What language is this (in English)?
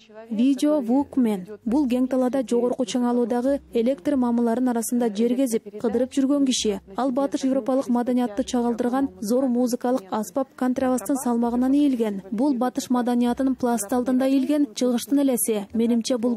Kyrgyz